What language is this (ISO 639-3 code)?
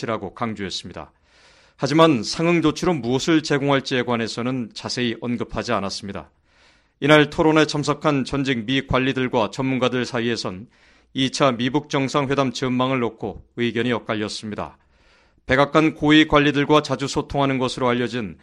kor